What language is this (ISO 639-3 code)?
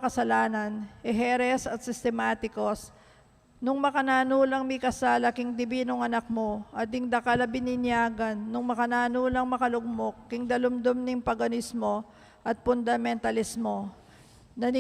pam